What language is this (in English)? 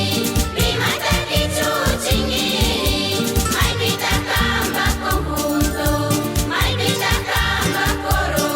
Chimborazo Highland Quichua